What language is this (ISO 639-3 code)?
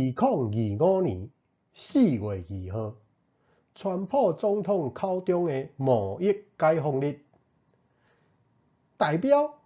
nan